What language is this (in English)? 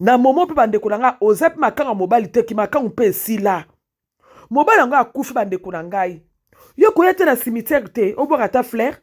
Lingala